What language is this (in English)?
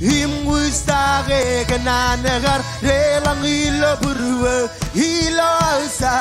Marshallese